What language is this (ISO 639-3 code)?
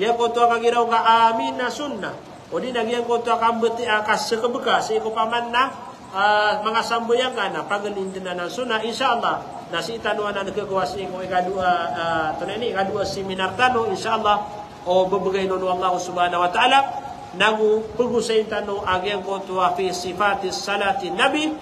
mrw